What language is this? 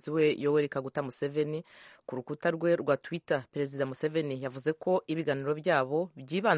Kinyarwanda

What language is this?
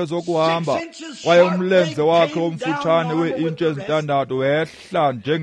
Xhosa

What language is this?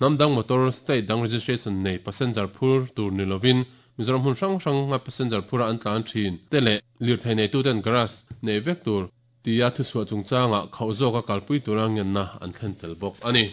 Mizo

